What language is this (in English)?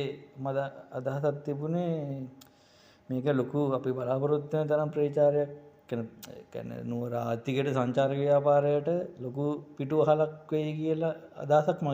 Sinhala